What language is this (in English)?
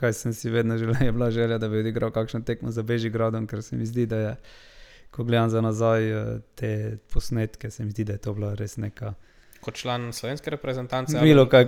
Slovenian